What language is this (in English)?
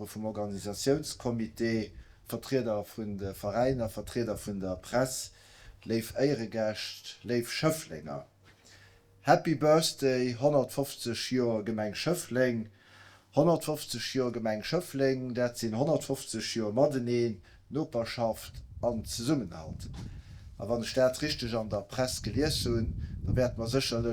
Luxembourgish